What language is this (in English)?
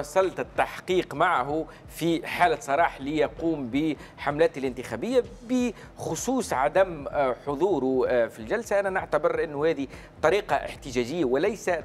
Tunisian Arabic